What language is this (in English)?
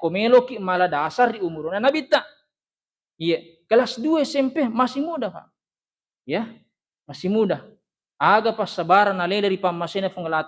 Buginese